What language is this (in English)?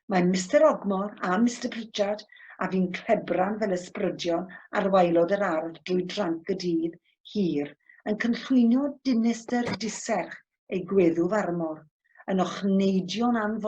Welsh